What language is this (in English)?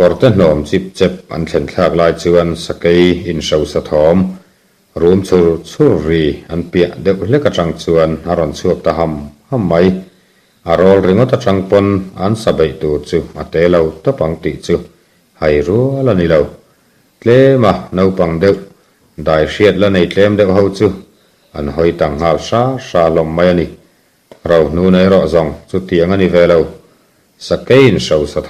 Mizo